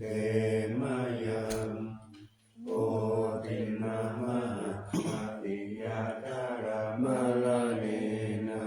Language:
Pali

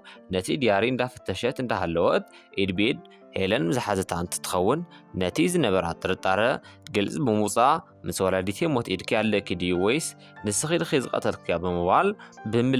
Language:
Tigrinya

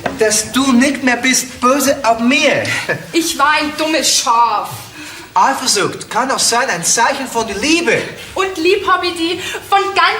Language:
Bavarian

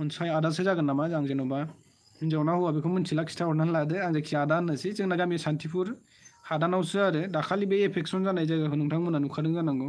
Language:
Bodo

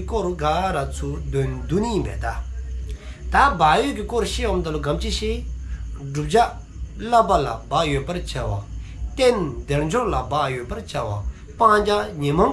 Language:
Dzongkha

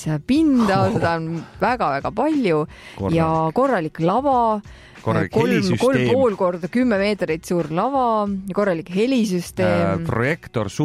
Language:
Estonian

